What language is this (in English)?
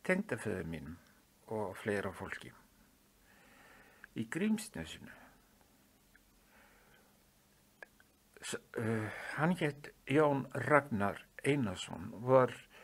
Icelandic